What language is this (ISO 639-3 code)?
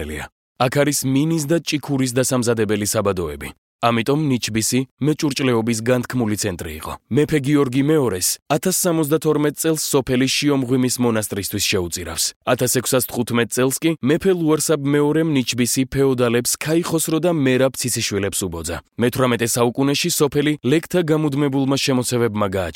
kat